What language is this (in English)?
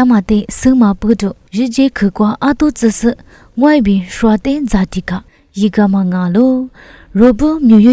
Lisu